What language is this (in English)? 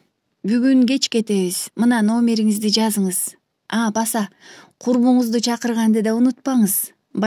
Kyrgyz